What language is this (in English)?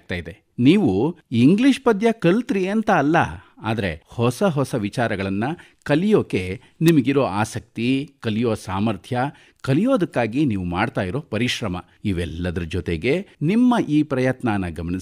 Kannada